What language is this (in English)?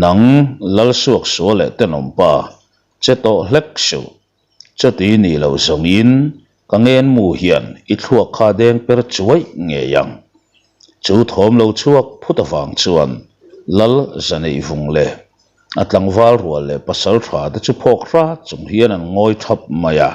Mizo